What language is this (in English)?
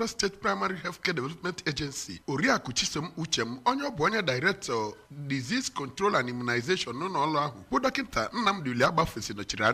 Igbo